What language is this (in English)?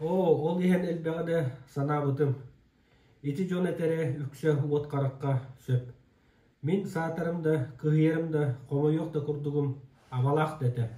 Yakut